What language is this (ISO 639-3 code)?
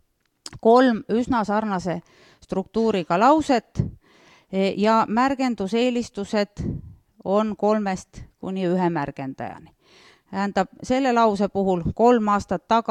est